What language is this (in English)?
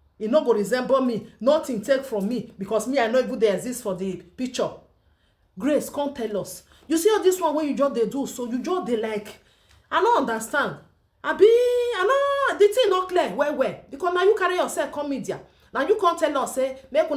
Nigerian Pidgin